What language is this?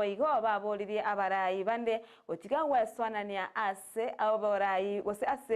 Gusii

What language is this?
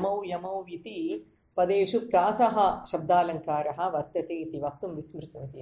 Sanskrit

